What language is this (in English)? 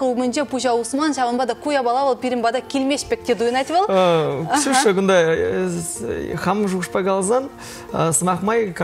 Chuvash